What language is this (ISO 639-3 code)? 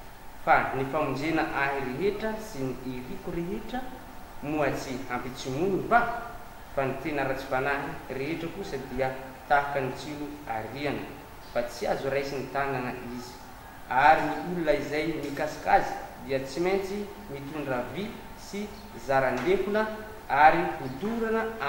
mlg